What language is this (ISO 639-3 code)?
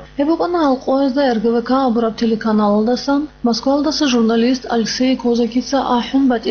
ava